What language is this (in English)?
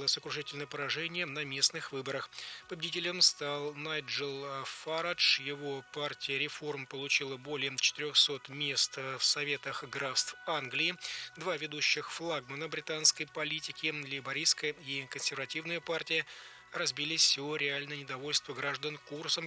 Russian